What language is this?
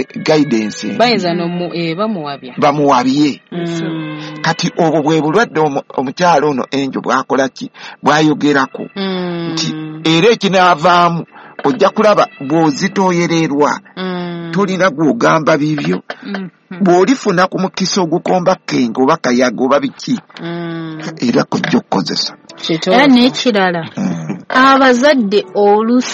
Ganda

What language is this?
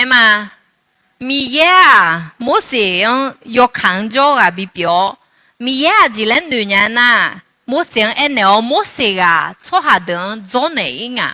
Akha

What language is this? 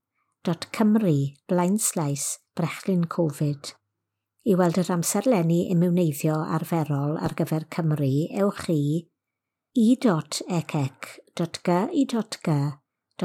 Welsh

